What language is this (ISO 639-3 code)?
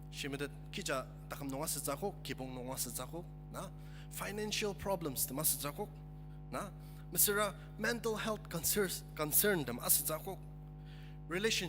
njo